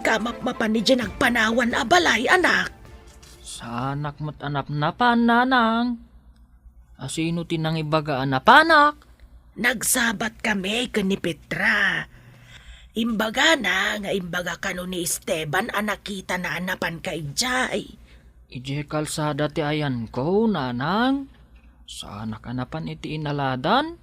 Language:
Iloko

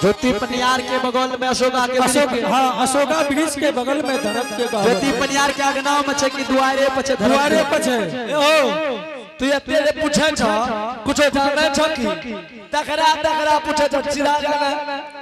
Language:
Angika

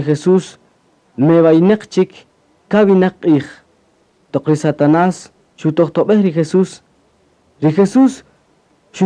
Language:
Kaqchikel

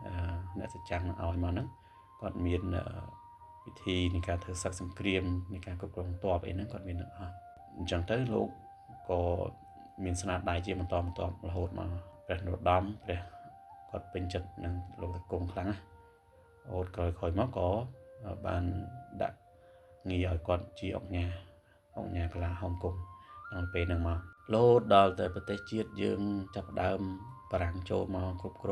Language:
Khmer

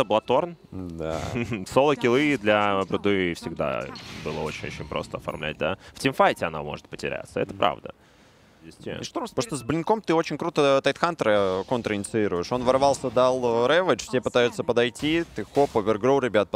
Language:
Russian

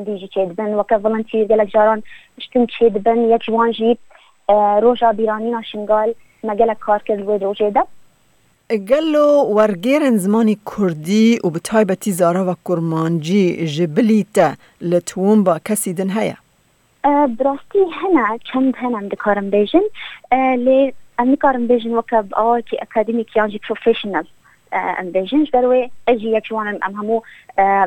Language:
Kurdish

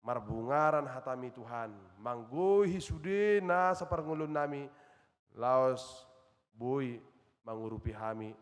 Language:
Batak Toba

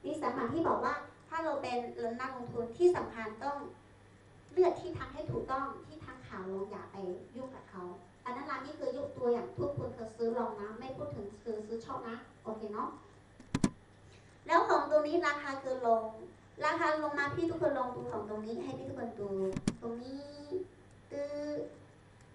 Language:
Thai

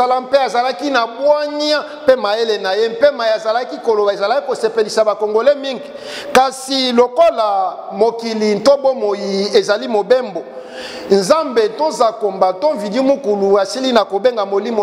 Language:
Lingala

